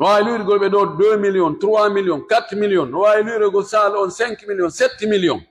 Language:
Pular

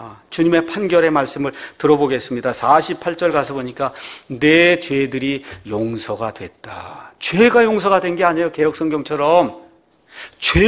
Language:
Korean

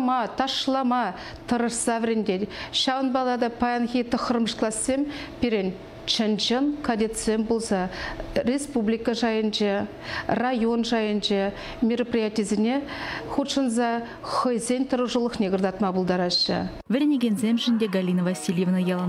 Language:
Chuvash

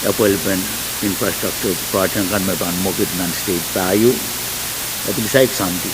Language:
Pohnpeian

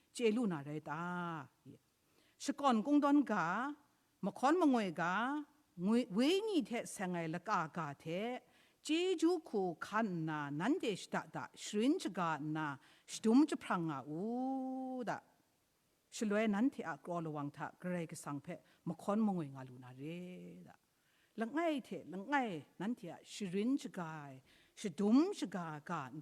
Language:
Kachin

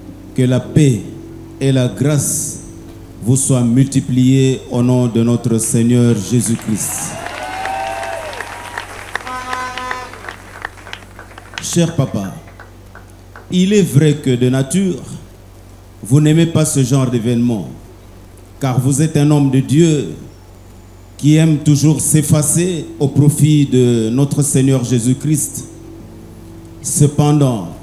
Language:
French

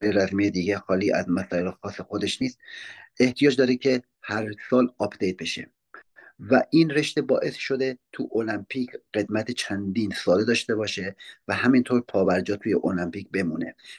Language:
Persian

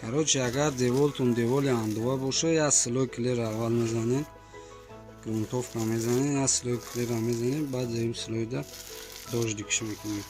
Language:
Tajik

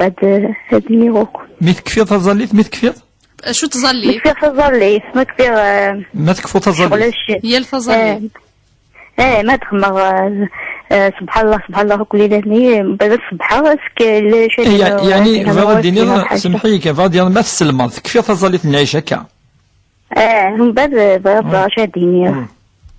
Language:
Kabyle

